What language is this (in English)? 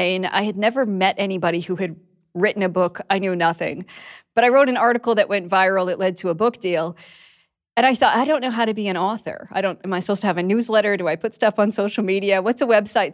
English